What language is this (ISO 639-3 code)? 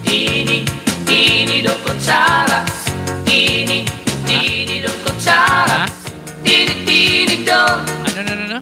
war